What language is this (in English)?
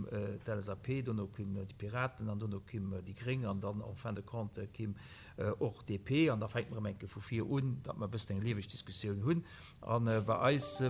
Luxembourgish